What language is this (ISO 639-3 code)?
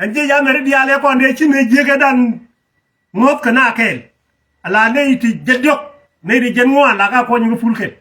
nus